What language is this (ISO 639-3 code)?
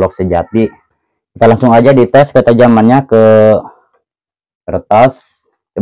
ind